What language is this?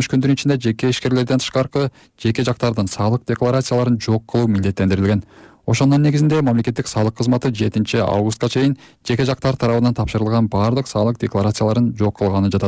Kyrgyz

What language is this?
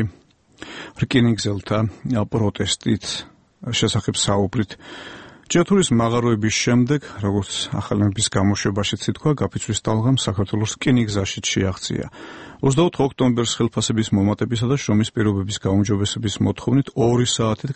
Georgian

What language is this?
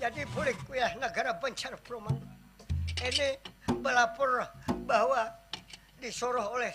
Banjar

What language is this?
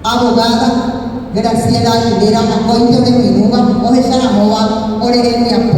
Guarani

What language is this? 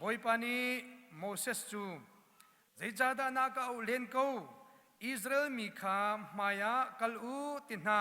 Hakha Chin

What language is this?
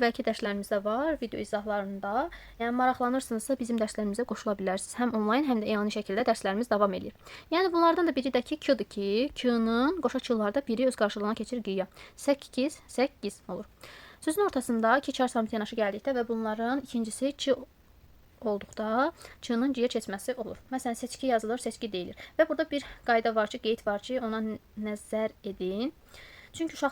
Azerbaijani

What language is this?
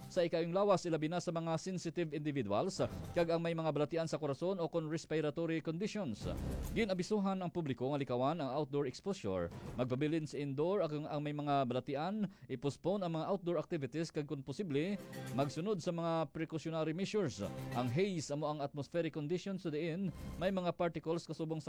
Hiligaynon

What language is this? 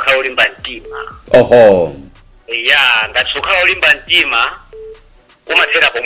Nyanja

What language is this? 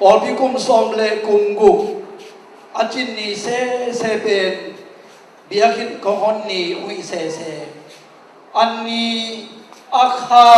Tedim Chin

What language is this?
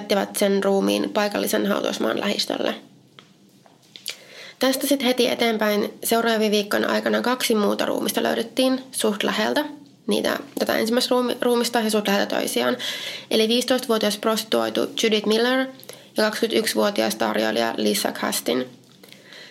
Finnish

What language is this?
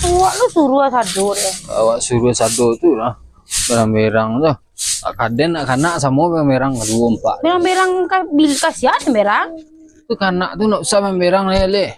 Minangkabau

